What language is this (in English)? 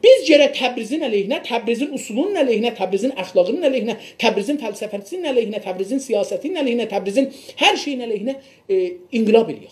South Azerbaijani